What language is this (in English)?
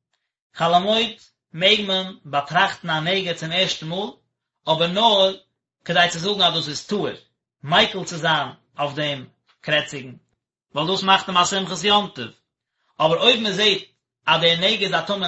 Yiddish